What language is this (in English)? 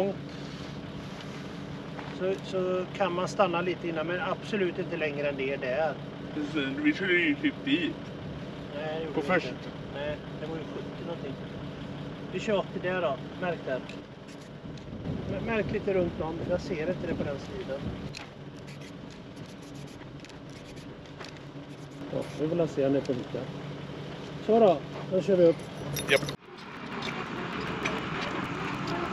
Swedish